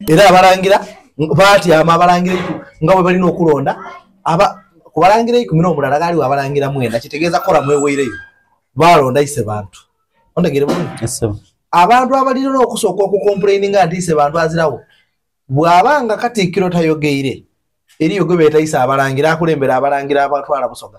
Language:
Soga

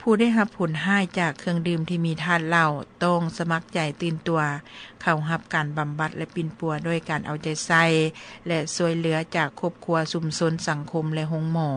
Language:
Lao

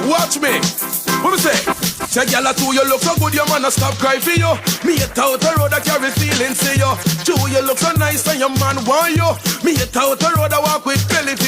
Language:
Jamaican Creole English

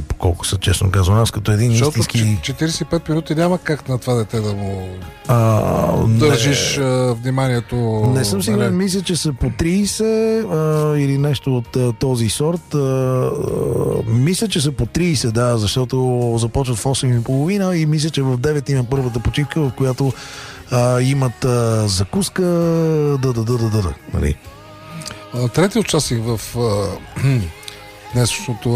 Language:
Bulgarian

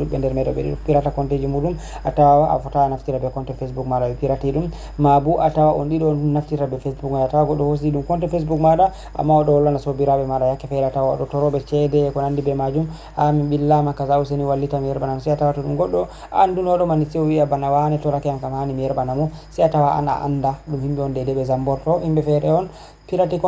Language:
Fula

